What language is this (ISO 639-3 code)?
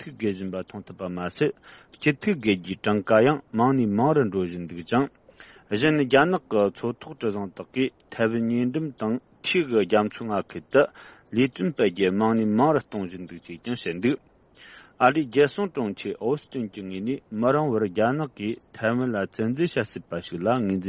bod